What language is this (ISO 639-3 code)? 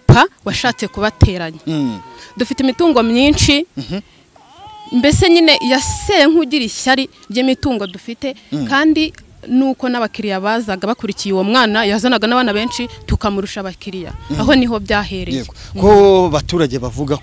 kin